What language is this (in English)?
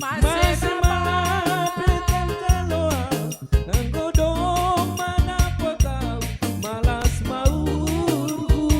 Batak Simalungun